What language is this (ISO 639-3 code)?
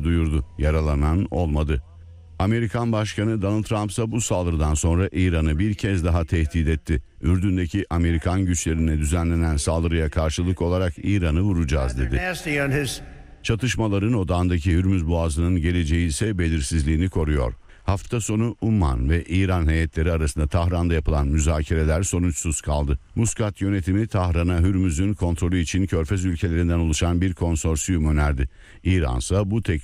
tur